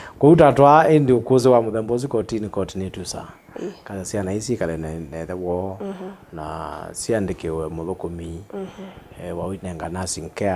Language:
Kamba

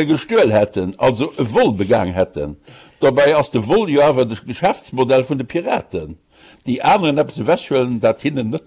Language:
Luxembourgish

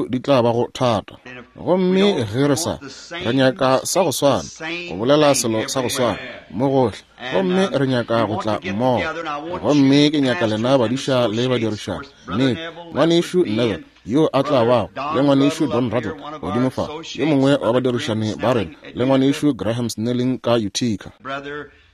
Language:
Northern Sotho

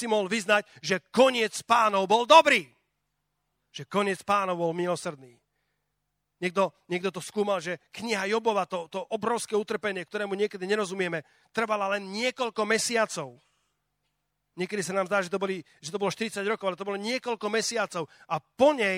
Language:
Slovak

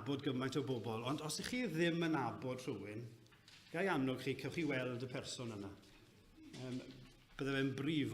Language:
Welsh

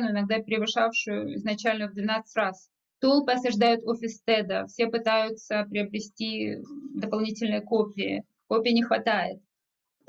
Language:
Russian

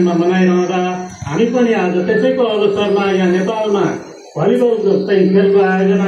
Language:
Nepali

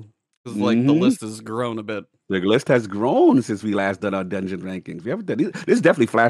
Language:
English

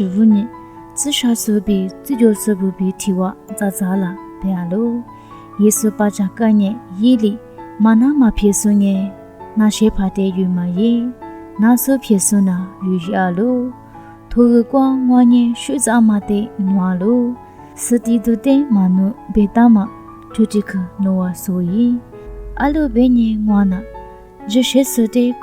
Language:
Lisu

